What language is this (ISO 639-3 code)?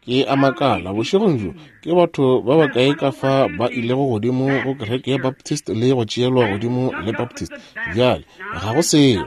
nso